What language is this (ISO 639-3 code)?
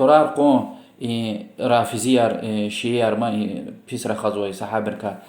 lez